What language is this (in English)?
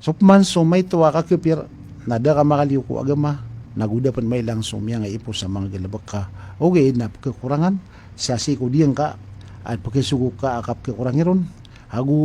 Maranao